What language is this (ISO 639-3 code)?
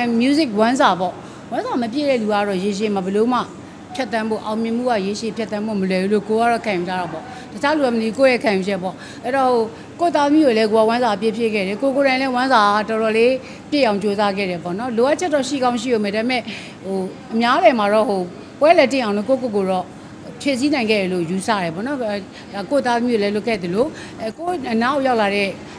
mya